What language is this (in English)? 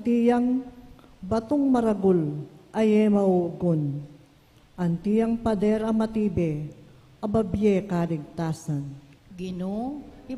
Pampanga